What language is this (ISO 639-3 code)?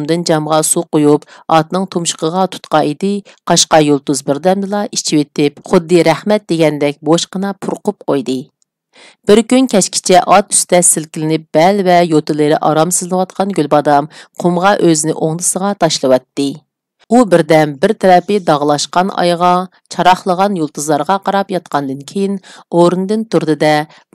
uig